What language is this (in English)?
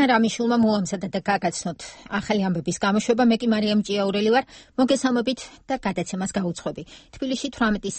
Georgian